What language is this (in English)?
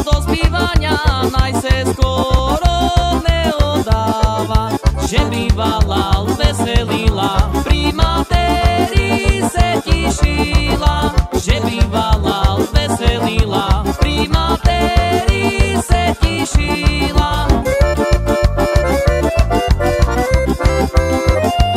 Slovak